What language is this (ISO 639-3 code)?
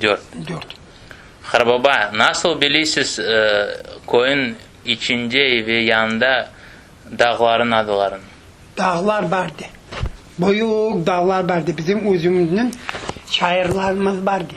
crh